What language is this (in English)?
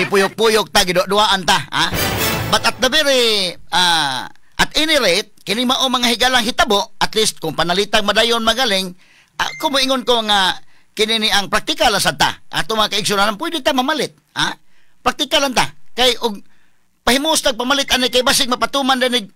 Cebuano